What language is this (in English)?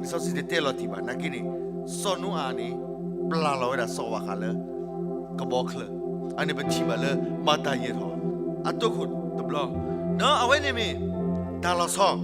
S'gaw Karen